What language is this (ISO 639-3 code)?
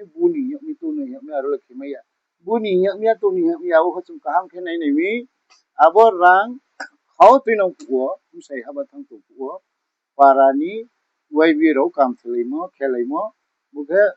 ria